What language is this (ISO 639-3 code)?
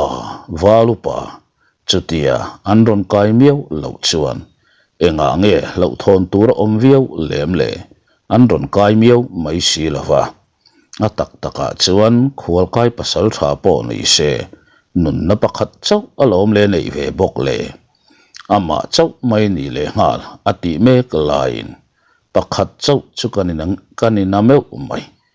lus